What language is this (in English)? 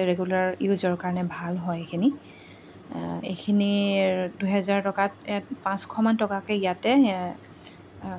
Assamese